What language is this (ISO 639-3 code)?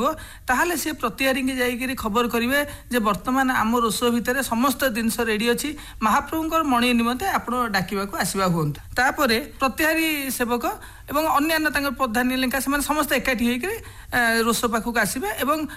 ori